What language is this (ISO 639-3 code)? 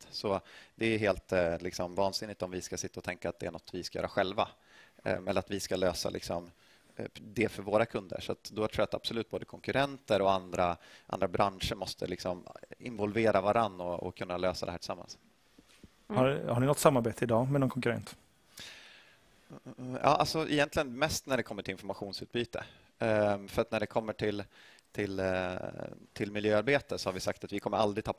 swe